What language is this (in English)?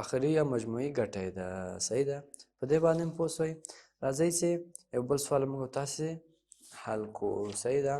Pashto